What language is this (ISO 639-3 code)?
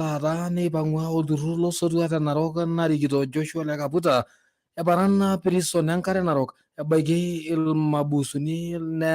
mas